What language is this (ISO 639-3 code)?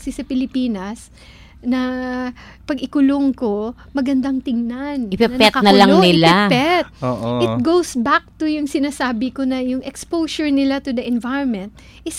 fil